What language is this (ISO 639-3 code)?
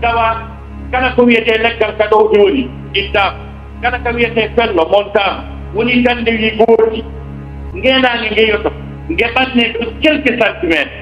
ful